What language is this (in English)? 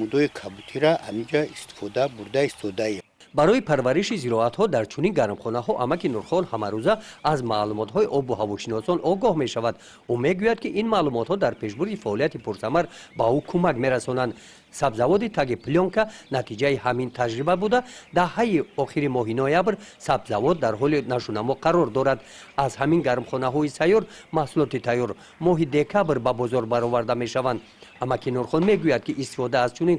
Tajik